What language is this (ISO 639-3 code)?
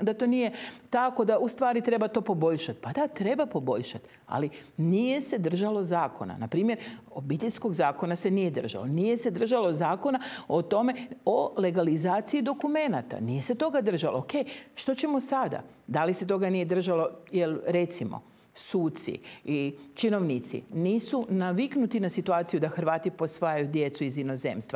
hrv